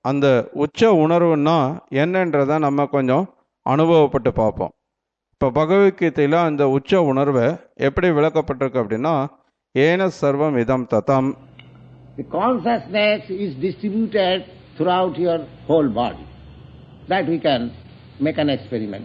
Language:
Tamil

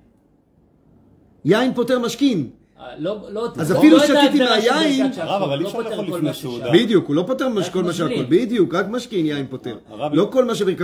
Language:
Hebrew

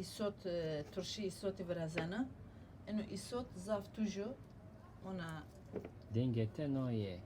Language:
Zaza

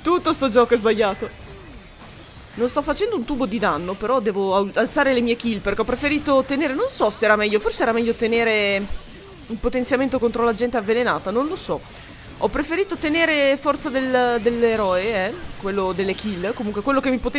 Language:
Italian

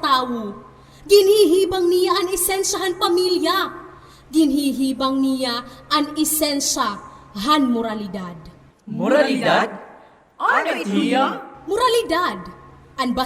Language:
Waray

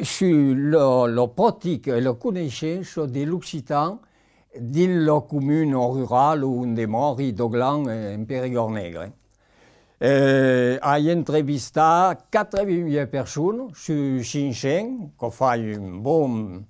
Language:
Occitan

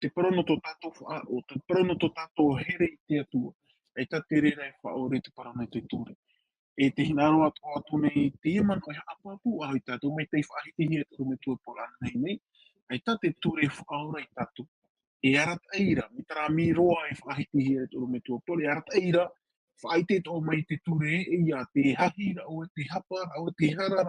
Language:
Tahitian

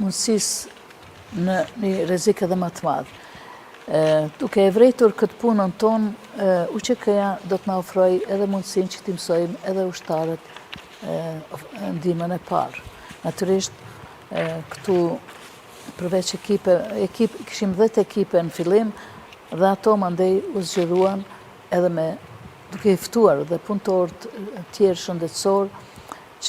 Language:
Albanian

